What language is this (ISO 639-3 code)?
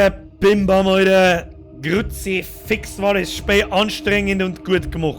bar